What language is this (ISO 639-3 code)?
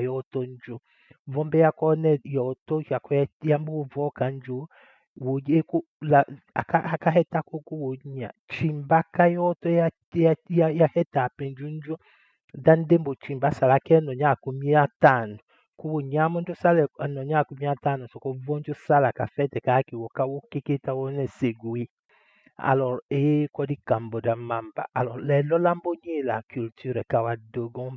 tll